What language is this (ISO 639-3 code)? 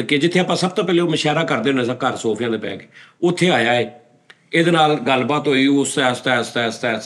pan